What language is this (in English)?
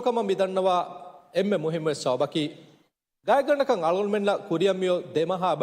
Divehi